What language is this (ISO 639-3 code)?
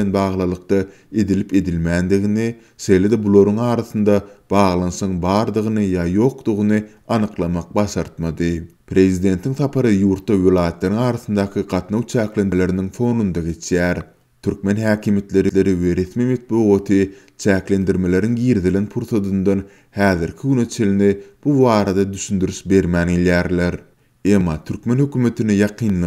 tuk